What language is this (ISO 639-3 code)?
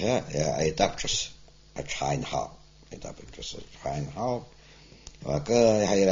abk